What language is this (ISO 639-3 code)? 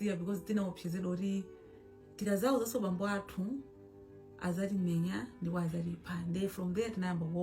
nya